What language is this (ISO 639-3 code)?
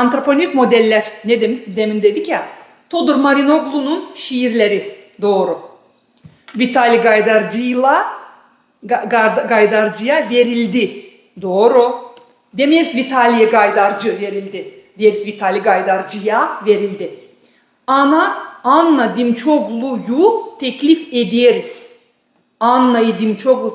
gag